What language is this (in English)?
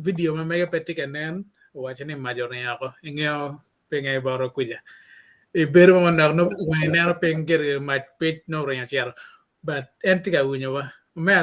Acoli